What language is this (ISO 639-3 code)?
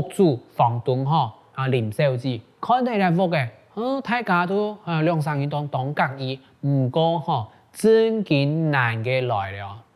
hak